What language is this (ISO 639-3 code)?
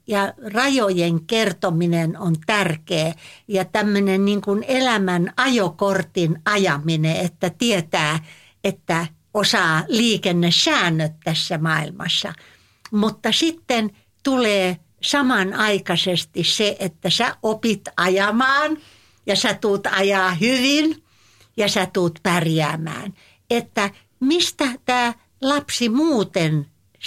fin